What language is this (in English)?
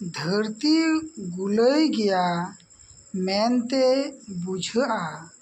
Santali